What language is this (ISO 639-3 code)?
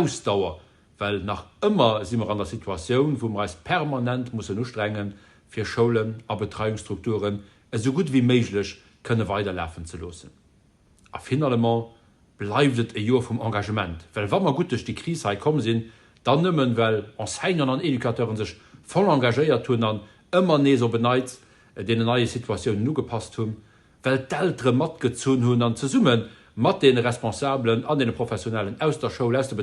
ltz